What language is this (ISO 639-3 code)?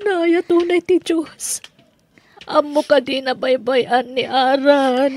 ilo